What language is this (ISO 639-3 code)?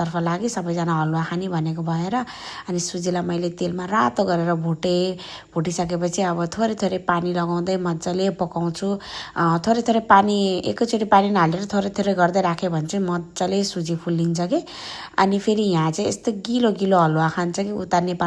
nep